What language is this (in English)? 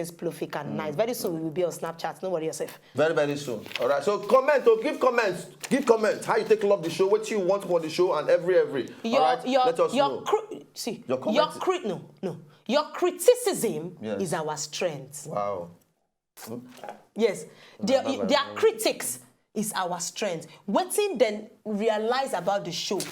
Nigerian Pidgin